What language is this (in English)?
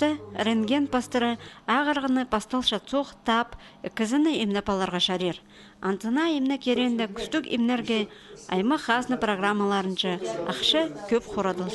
Khakas